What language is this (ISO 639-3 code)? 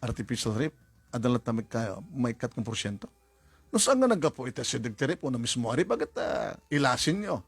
ilo